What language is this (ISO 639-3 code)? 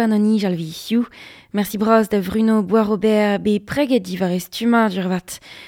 bre